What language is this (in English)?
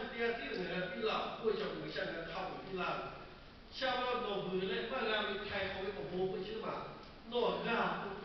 Lahu